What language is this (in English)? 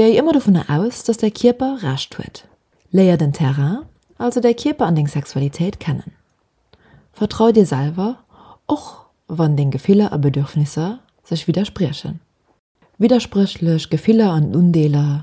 Luxembourgish